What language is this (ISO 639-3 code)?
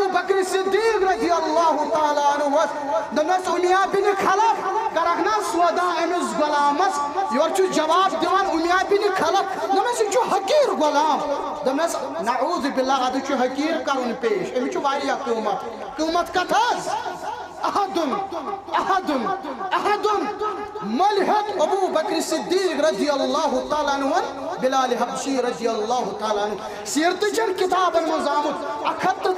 kas